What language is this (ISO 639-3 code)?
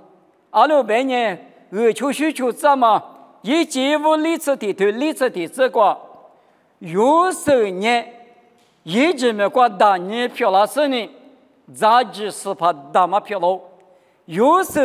lis